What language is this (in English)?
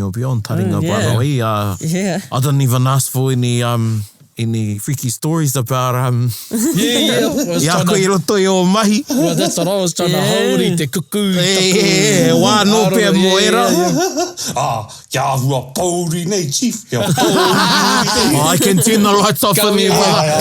Māori